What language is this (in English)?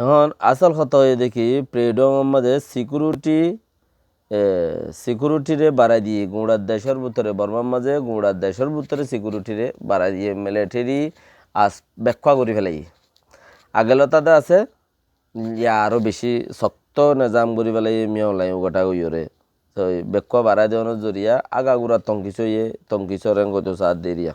Rohingya